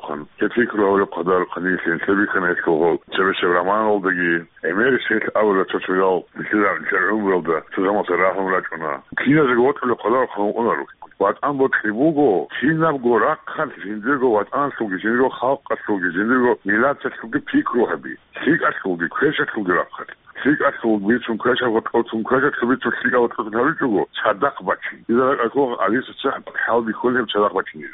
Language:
Avaric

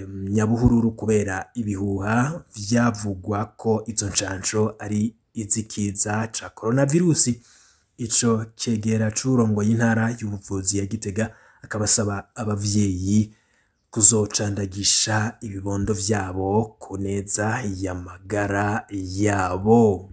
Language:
Rundi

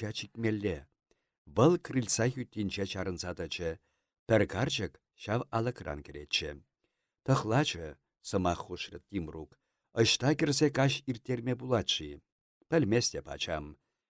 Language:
Chuvash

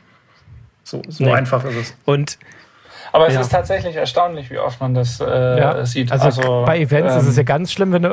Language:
German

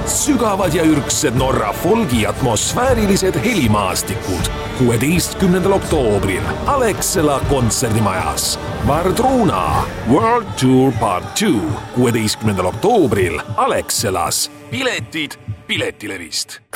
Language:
Estonian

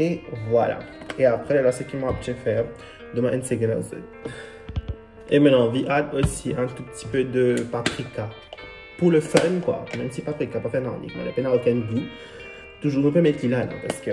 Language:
Morisyen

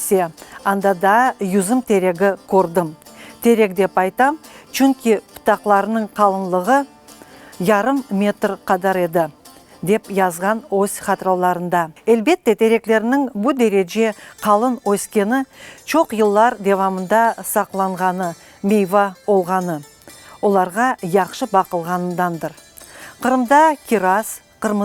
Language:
Crimean Tatar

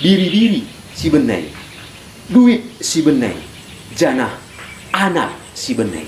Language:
Batak Karo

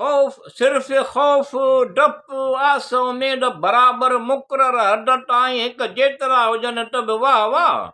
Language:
Sindhi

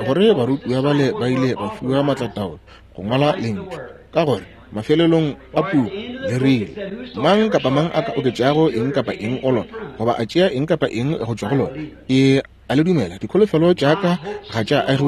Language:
Northern Sotho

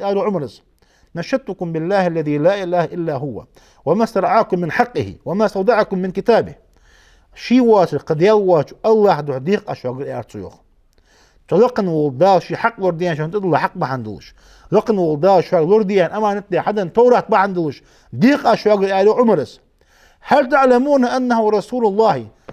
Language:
Ingush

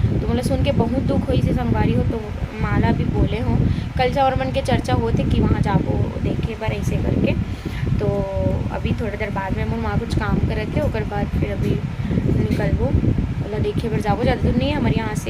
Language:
Chhattisgarhi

